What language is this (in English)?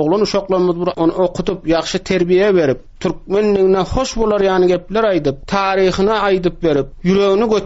Turkmen